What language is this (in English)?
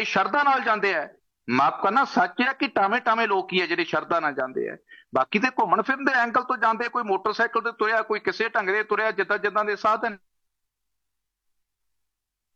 Punjabi